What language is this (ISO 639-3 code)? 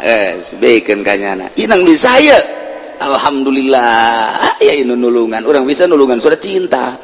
sun